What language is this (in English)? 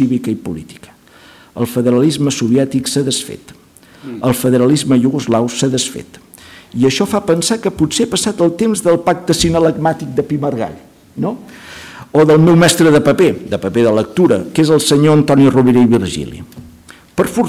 Catalan